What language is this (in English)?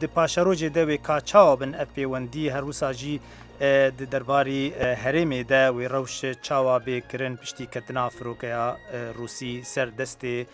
Kurdish